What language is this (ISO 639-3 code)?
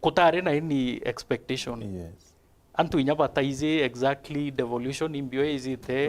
mer